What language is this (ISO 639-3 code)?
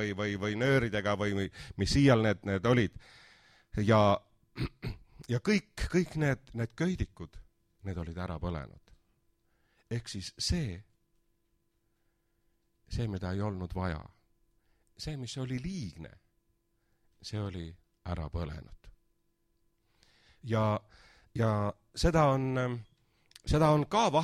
est